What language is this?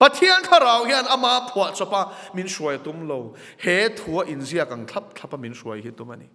Mizo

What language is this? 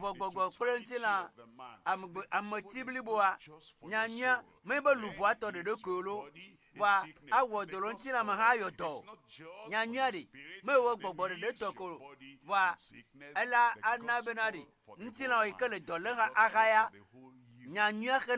Ewe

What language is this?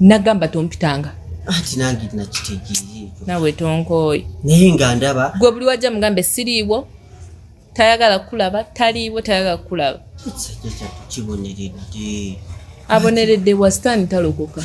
Ganda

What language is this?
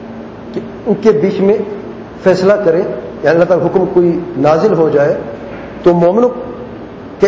Urdu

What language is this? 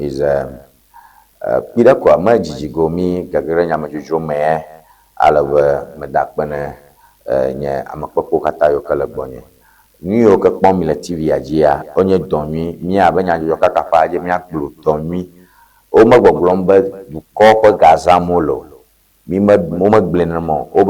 Ewe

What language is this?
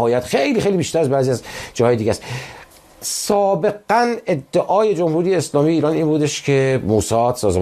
Persian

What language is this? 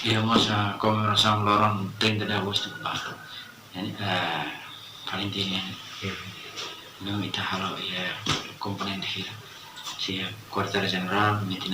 Tetum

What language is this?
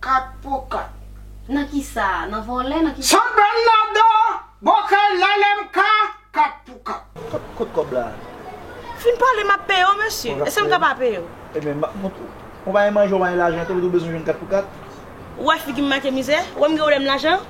Haitian Creole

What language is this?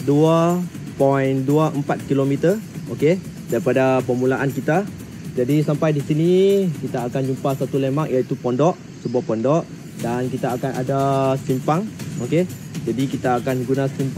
Malay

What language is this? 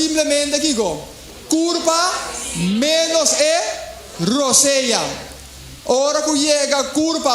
Papiamento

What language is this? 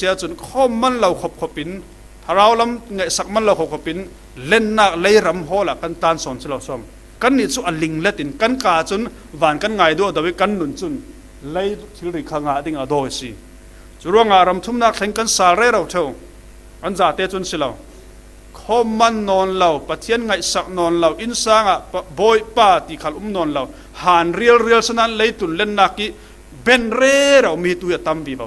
Falam Chin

